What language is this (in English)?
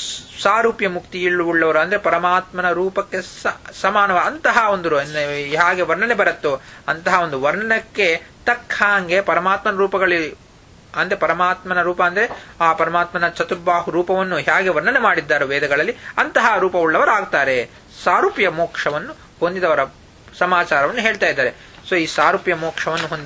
Kannada